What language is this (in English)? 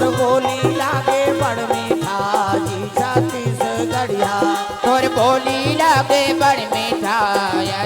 Chhattisgarhi